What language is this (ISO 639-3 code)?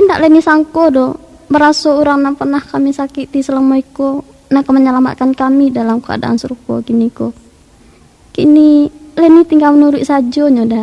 min